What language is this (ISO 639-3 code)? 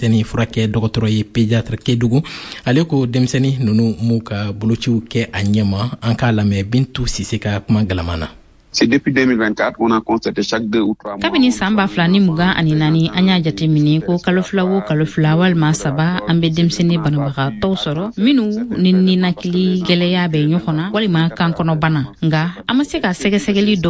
bam